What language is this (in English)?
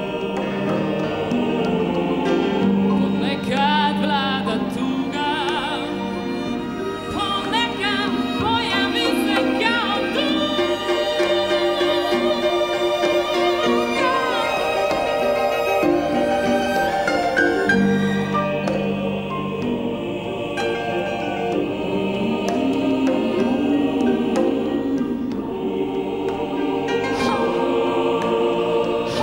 Croatian